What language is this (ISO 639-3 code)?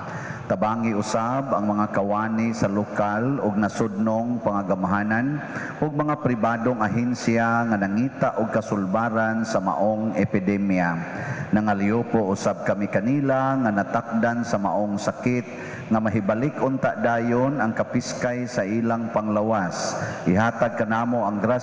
ceb